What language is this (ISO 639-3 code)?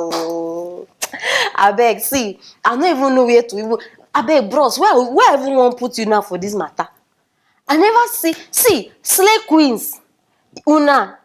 pcm